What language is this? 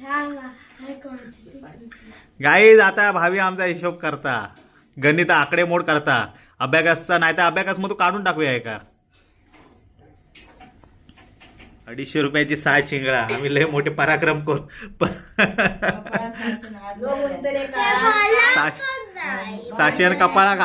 Marathi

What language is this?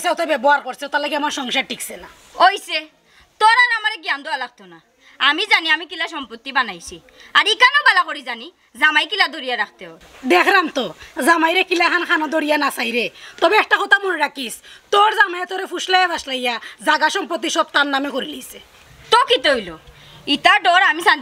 Sylheti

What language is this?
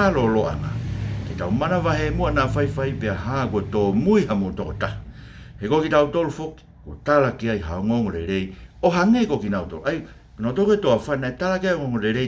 Tongan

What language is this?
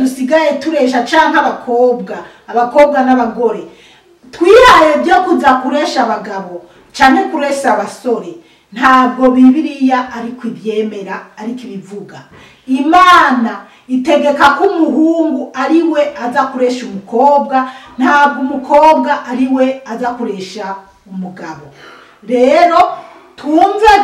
Rundi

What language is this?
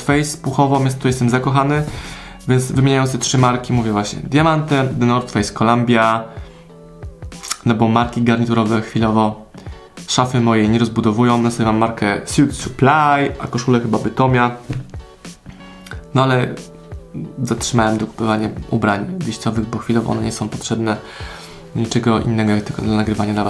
Polish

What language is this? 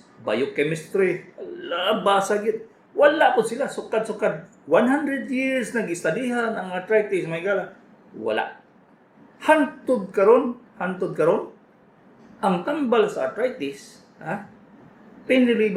Cebuano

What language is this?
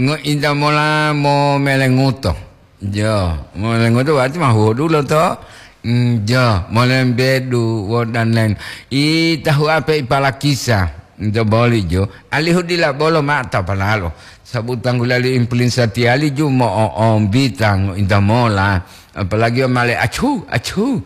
Gorontalo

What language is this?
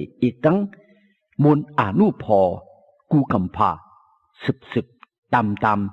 Shan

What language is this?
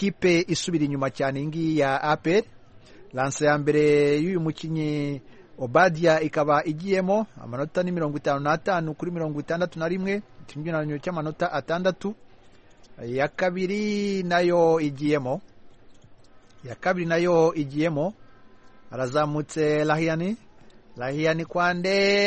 Kinyarwanda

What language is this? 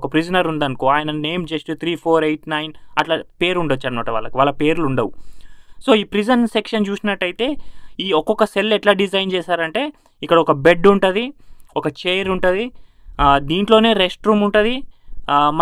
Telugu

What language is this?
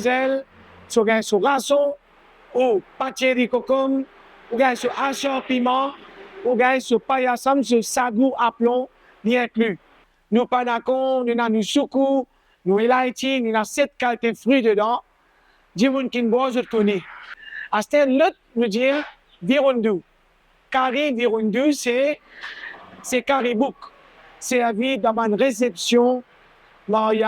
Morisyen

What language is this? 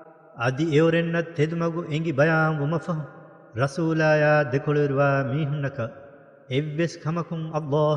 Divehi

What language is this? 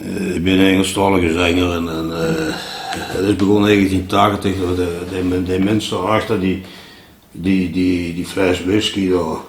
Limburgish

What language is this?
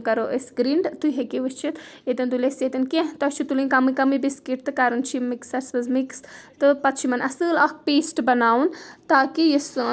Kashmiri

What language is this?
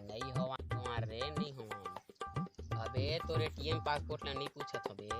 Chhattisgarhi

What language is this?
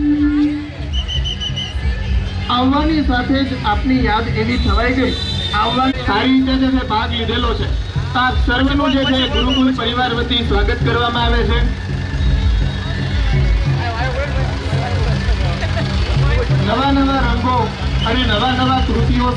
Gujarati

